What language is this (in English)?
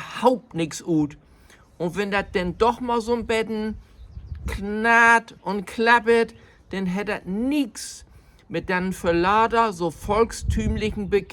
Low German